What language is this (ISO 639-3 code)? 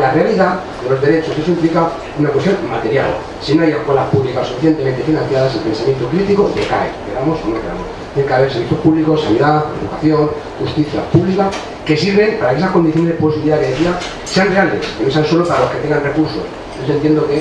spa